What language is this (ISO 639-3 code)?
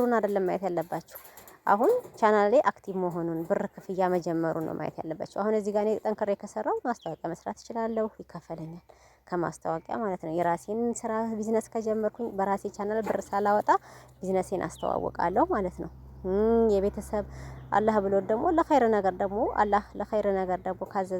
amh